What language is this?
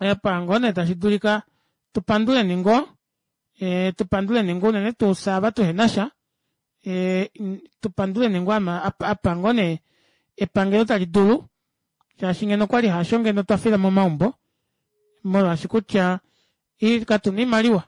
Kuanyama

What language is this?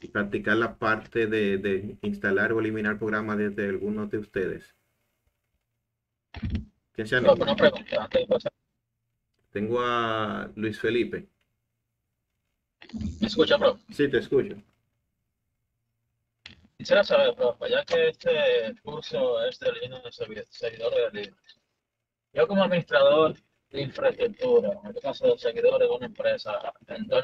Spanish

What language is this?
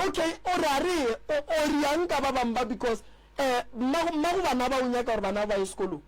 Northern Sotho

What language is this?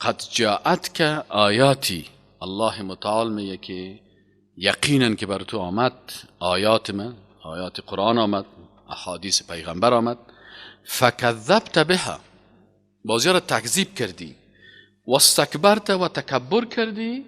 Persian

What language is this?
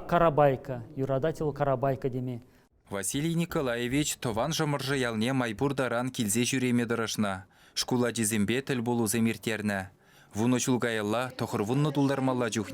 Chuvash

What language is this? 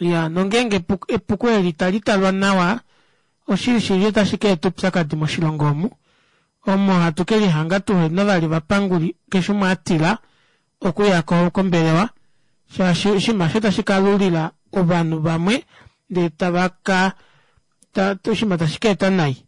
Kuanyama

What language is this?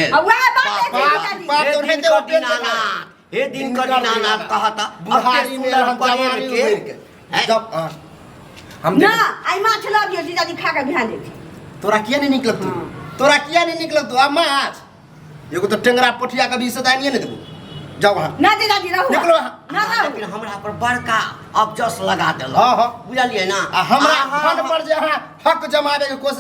Maithili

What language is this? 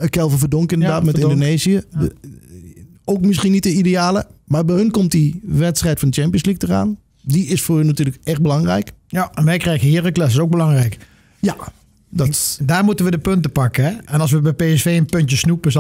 Dutch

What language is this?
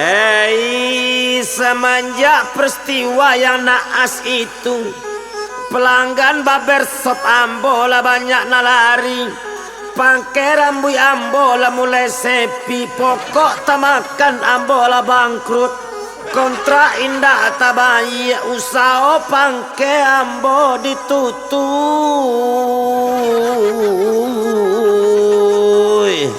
Minangkabau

